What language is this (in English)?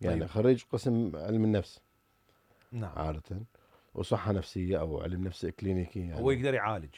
Mesopotamian Arabic